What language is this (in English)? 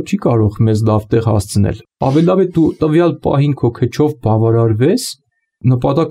Armenian